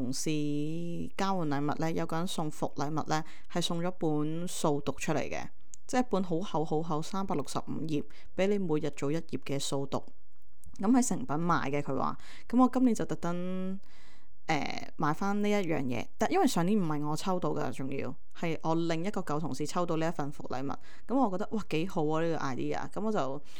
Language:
Cantonese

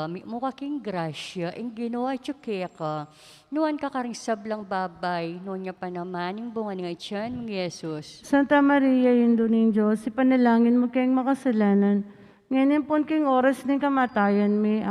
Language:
Pampanga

